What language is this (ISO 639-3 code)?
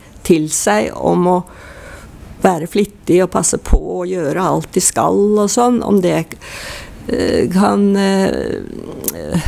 nor